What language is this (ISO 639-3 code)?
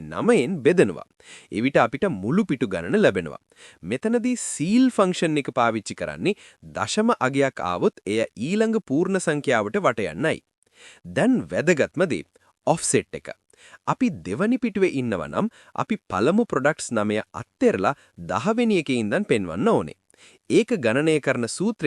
sin